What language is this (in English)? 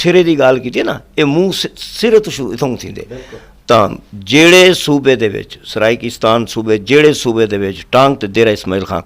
Saraiki